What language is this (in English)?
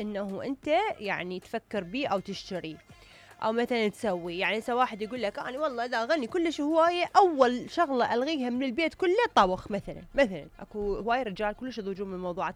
Mesopotamian Arabic